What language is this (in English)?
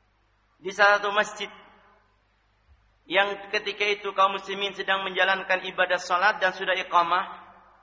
Indonesian